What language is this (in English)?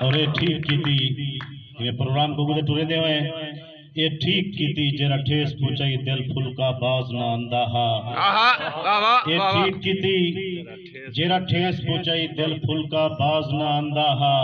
Saraiki